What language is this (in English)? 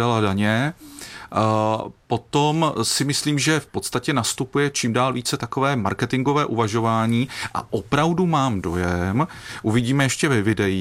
Czech